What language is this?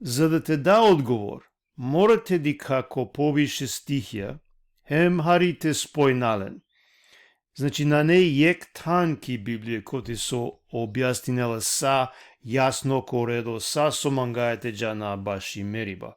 Balkan Romani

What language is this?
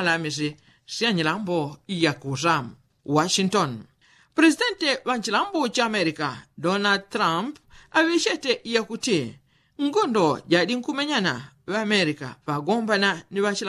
Yao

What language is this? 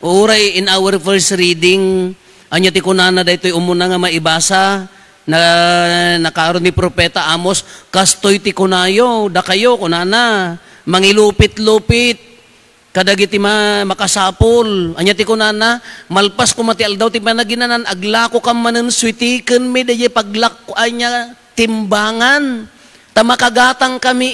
Iloko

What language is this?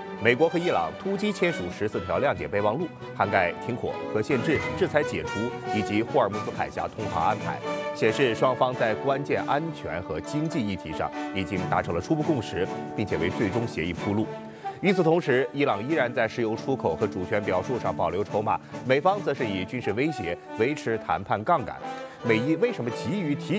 Chinese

